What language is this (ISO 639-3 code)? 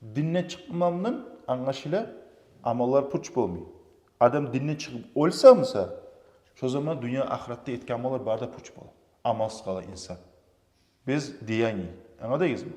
kum